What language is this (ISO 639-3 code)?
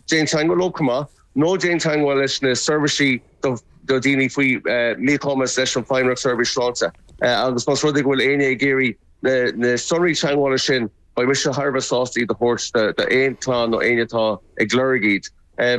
gle